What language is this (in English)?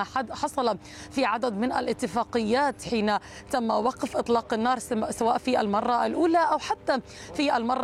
Arabic